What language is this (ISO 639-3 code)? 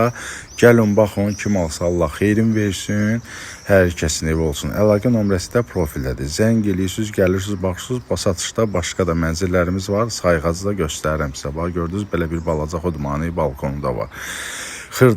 aze